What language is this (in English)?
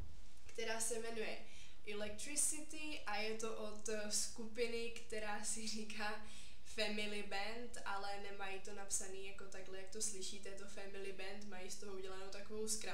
Czech